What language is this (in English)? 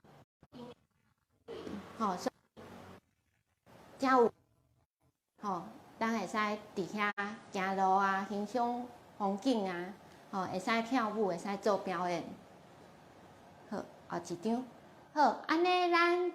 Min Nan Chinese